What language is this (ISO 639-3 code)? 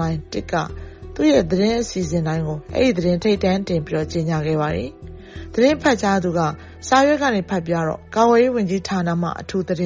mya